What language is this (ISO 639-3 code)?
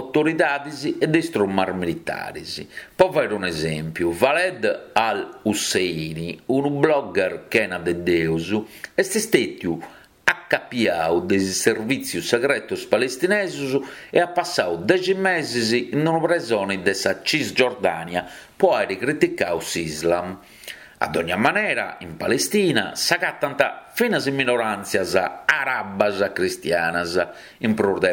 srd